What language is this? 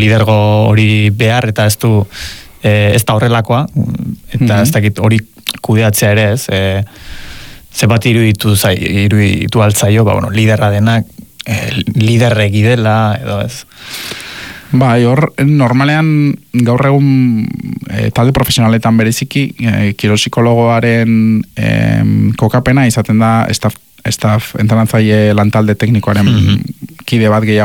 Basque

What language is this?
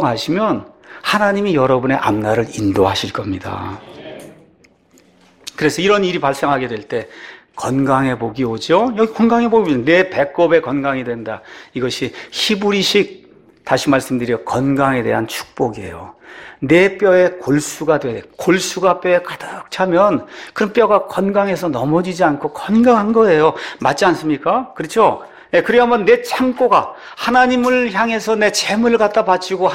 Korean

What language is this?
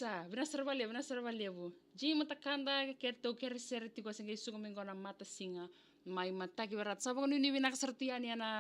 Fijian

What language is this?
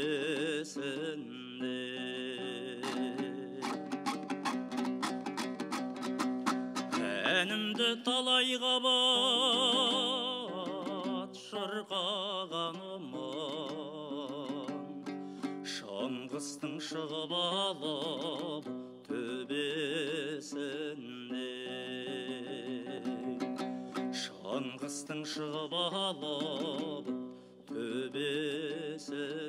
Kazakh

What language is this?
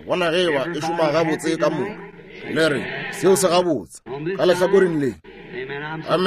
Northern Sotho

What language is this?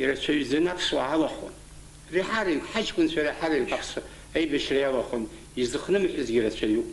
Abkhazian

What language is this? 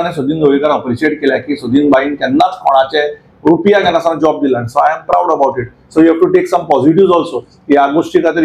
Konkani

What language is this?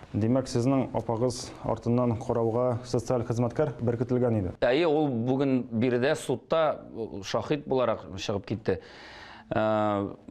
Tatar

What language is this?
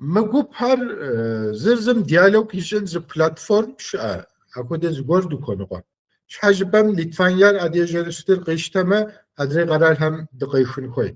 Kabardian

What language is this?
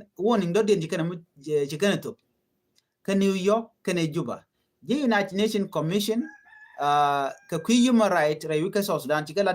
Nuer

